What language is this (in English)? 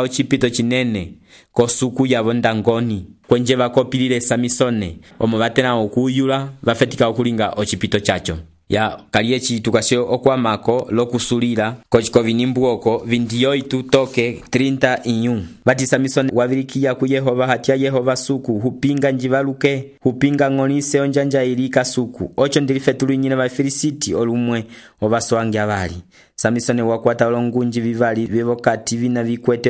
Umbundu